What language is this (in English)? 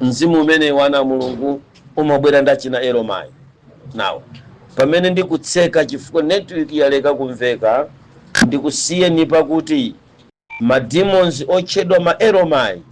Nyanja